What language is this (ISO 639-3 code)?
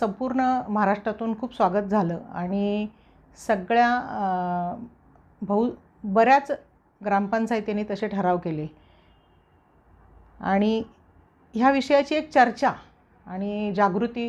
mar